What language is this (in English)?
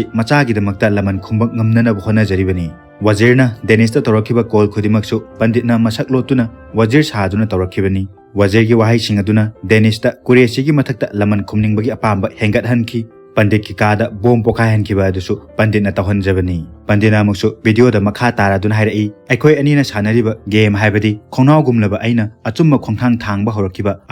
Manipuri